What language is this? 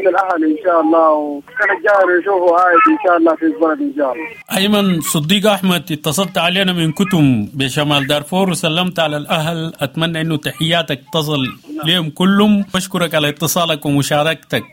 Sudanese Arabic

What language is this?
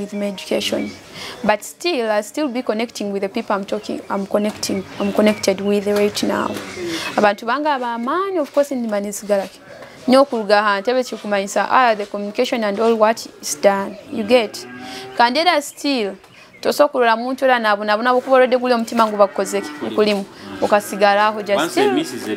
Nyoro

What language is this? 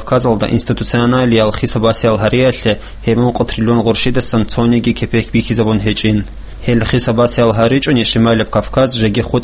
Avaric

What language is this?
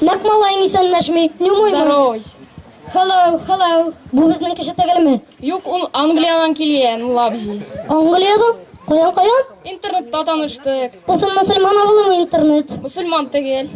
Tatar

